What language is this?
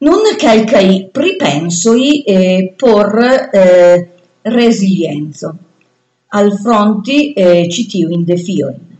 Esperanto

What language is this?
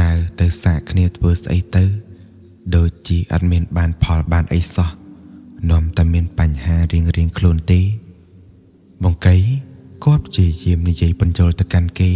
Khmer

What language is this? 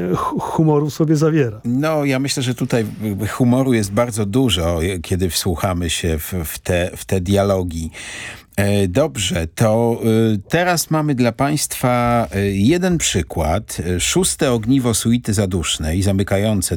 Polish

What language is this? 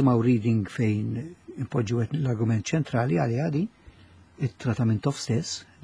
Maltese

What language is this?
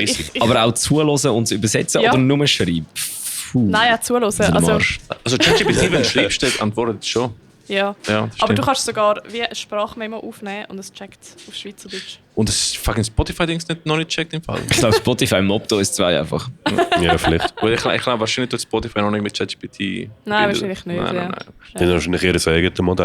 Swiss German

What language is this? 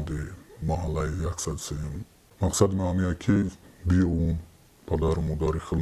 Tajik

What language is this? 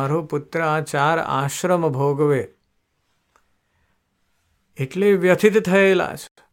Gujarati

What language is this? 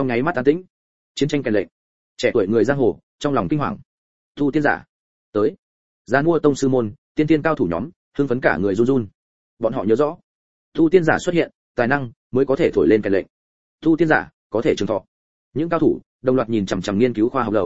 Vietnamese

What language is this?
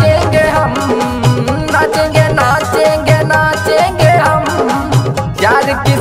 Bhojpuri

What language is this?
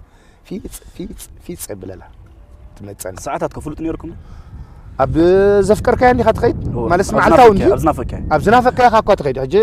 Tigrinya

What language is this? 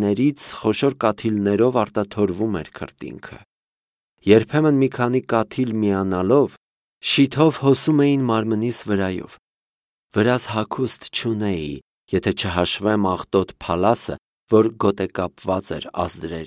Armenian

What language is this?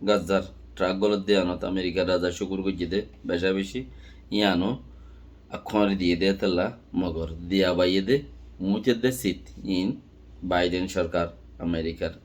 Rohingya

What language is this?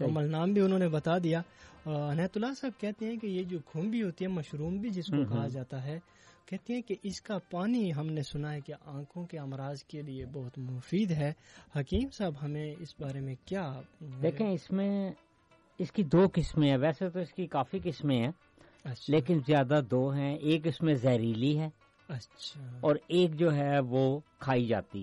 Urdu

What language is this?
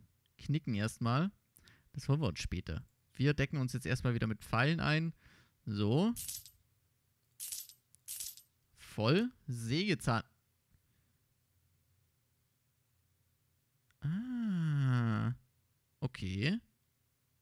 German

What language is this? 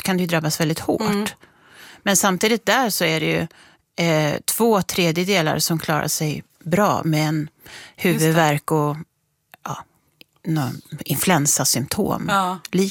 Swedish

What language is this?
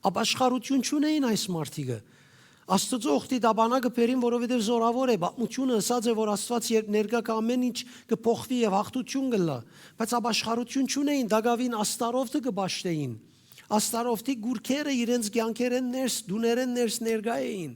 Western Armenian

